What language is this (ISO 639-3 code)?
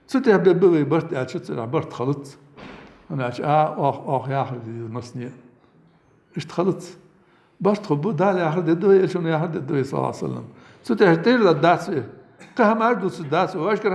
inh